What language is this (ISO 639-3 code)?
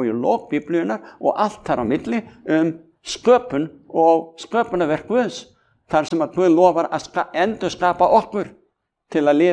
isl